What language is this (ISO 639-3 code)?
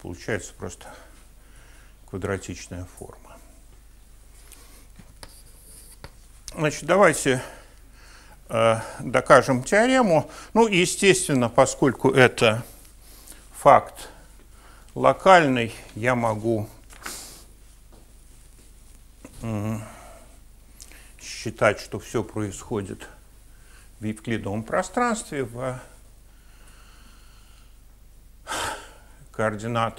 rus